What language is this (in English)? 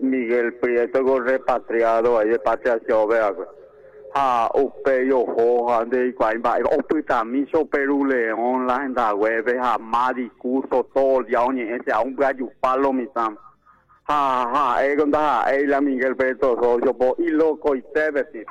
Guarani